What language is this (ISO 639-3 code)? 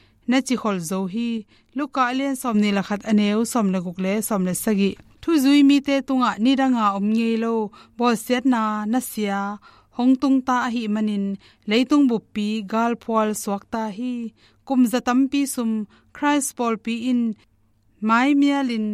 ctd